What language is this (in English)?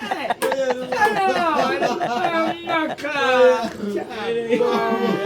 Jamaican Creole English